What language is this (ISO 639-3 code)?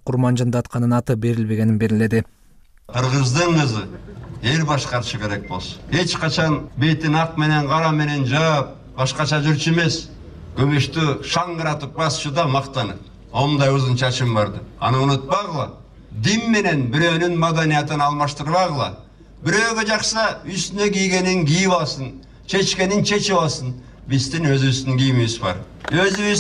kir